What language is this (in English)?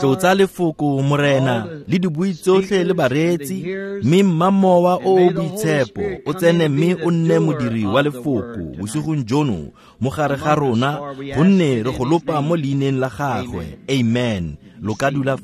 Tswana